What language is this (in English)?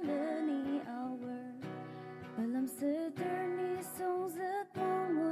Ao Naga